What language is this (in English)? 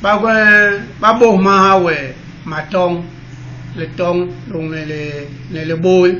Basaa